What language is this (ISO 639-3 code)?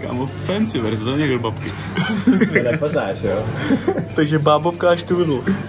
ces